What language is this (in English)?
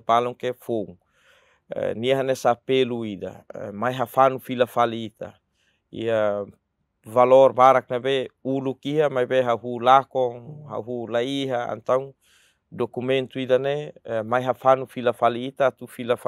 Tetum